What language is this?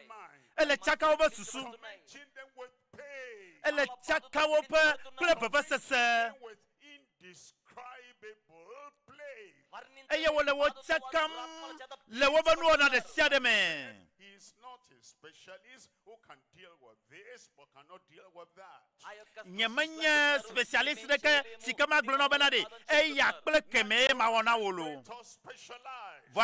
Ewe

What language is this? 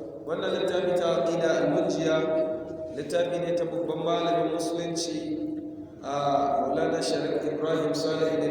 Hausa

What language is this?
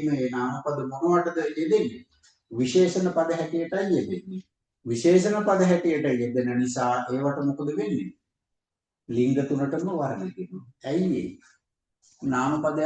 Sinhala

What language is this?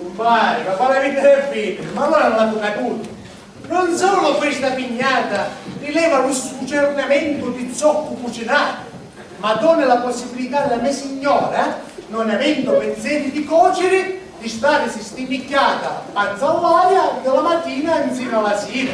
Sicilian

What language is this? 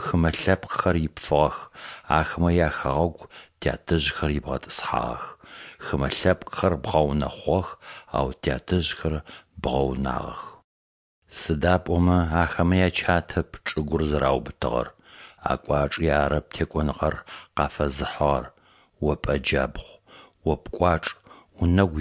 Adyghe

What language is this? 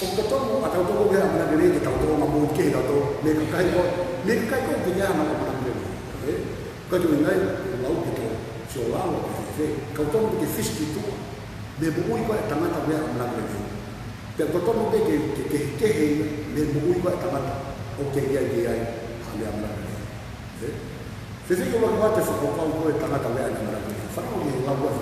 Tongan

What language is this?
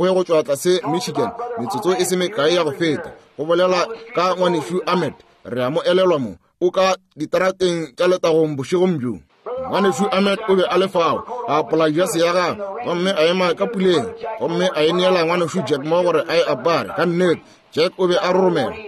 Northern Sotho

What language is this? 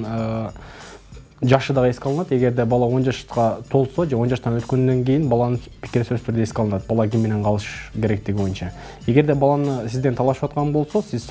Kyrgyz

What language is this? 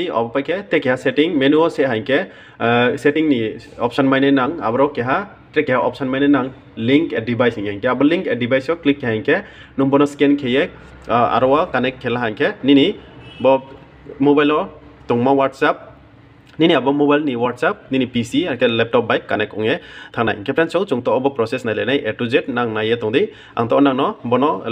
Riang (India)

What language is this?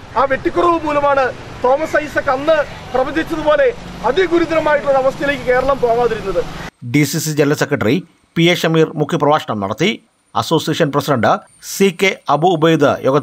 Malayalam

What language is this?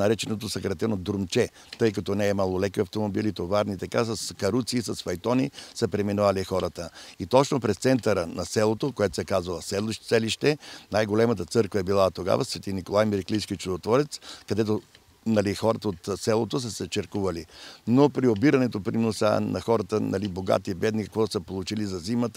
Bulgarian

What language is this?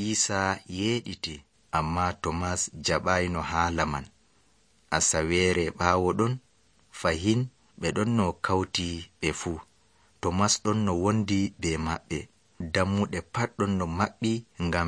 Nigerian Fulfulde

